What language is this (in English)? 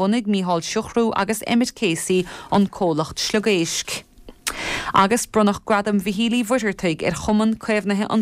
Irish